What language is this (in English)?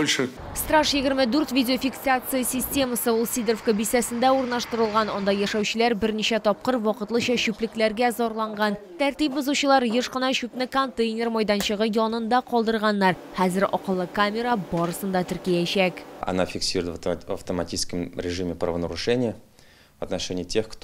Tatar